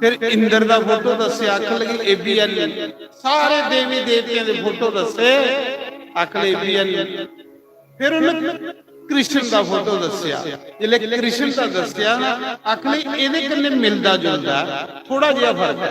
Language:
Dogri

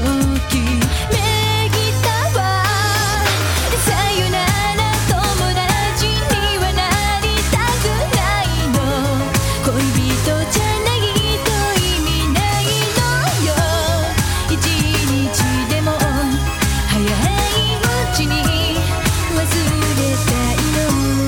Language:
Japanese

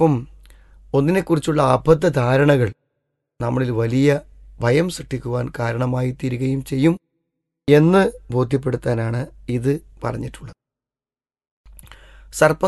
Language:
Malayalam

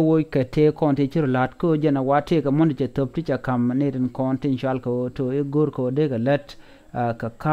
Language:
Nuer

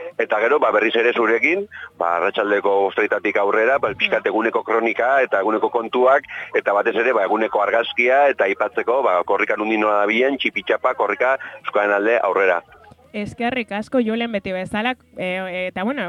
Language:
Basque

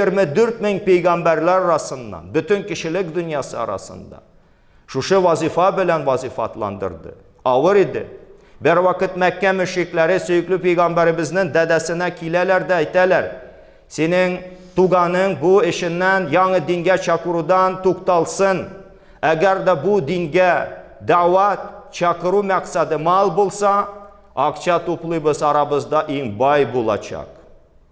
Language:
Tatar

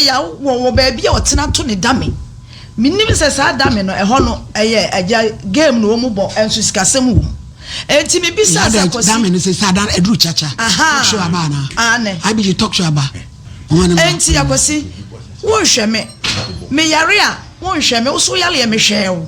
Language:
Akan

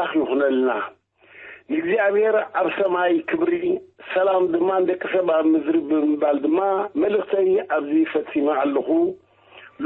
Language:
Tigrinya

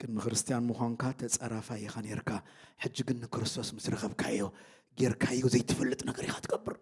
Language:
Tigrinya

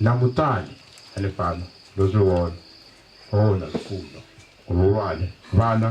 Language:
Venda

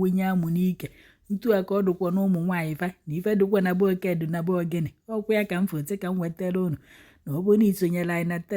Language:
Igbo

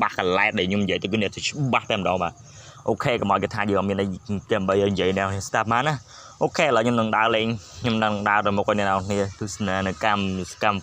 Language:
Khmer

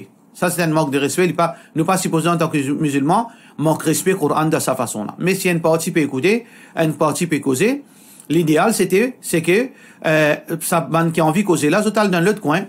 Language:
Morisyen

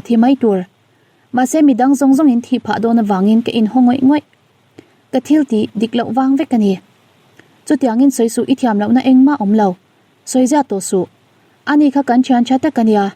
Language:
Mizo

